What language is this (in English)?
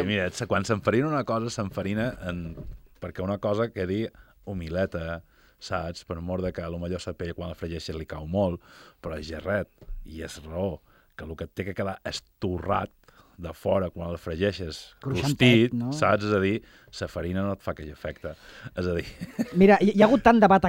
Catalan